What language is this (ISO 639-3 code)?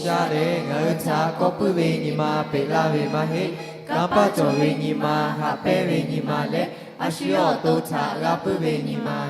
lhu